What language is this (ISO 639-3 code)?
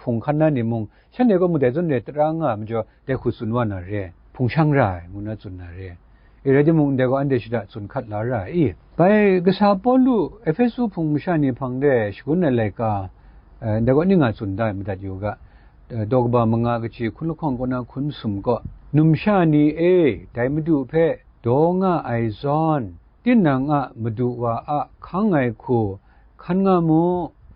kac